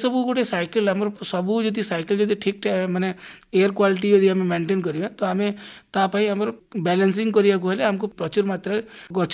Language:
Odia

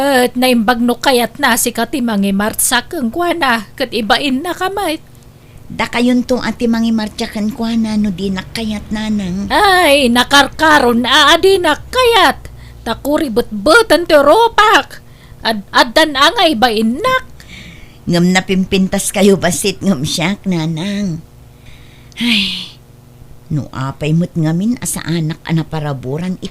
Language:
Iloko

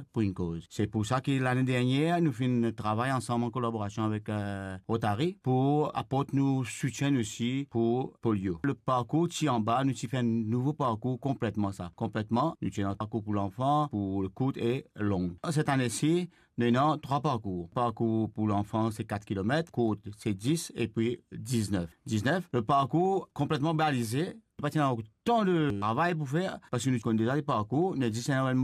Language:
Morisyen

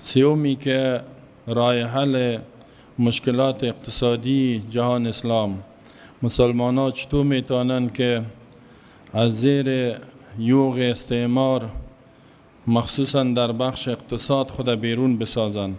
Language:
Persian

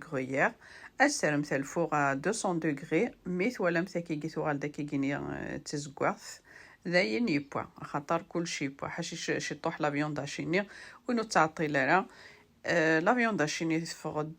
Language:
Kabyle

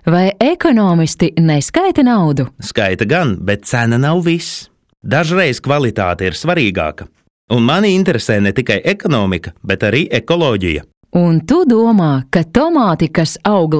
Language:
Latvian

